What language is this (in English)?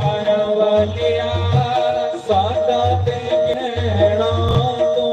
Dogri